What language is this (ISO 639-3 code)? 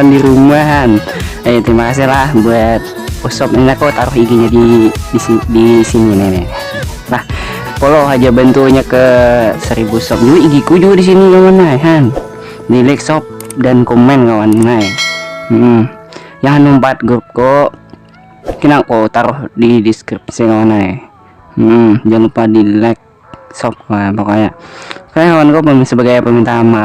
bjn